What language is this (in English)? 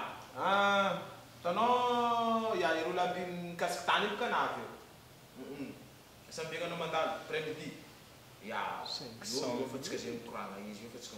Malagasy